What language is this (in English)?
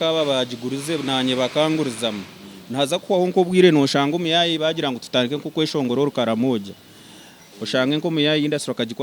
Nyankole